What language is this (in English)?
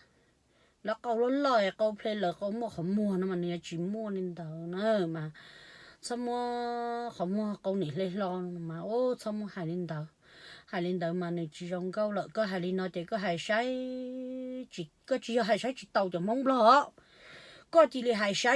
Hmong